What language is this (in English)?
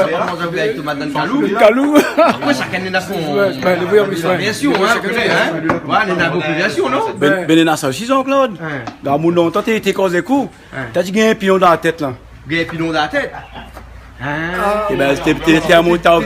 Réunion Creole French